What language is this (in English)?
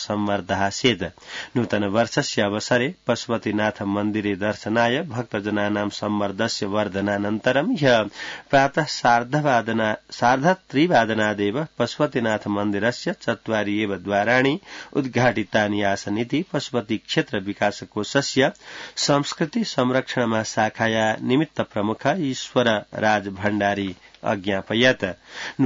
Sanskrit